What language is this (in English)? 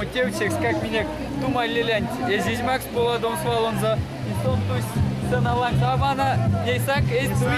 Erzya